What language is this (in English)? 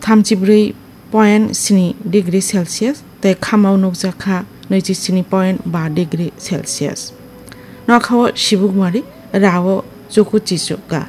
Kok Borok